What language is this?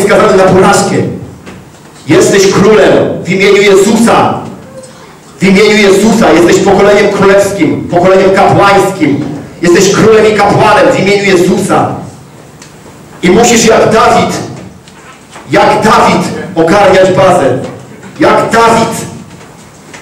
Polish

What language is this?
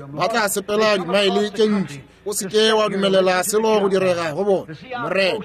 Northern Sotho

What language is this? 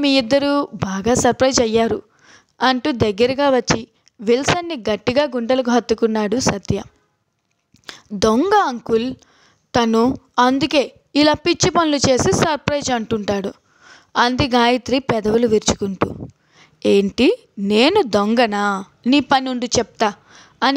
Telugu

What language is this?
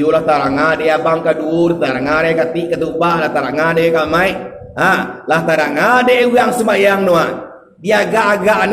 Minangkabau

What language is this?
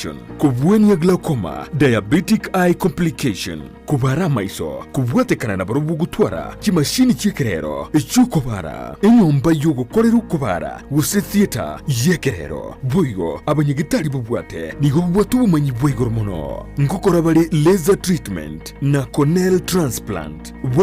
Gusii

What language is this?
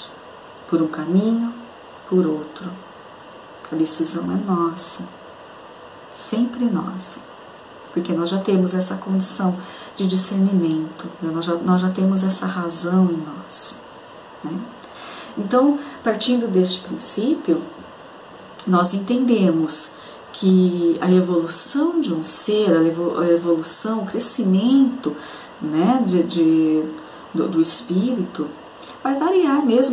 Portuguese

